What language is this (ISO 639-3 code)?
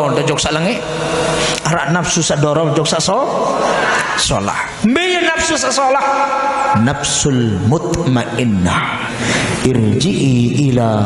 sas